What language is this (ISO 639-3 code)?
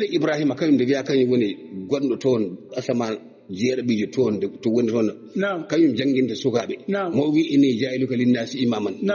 ful